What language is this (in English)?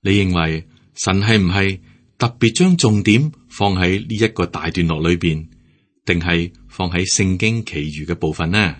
Cantonese